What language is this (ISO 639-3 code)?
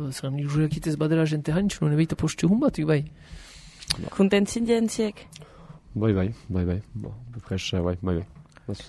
eus